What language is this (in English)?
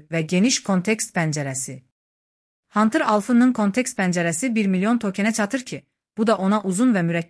Azerbaijani